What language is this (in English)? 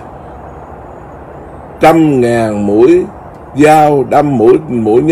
Vietnamese